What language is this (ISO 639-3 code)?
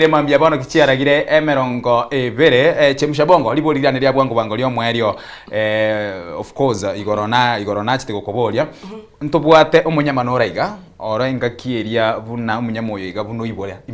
guz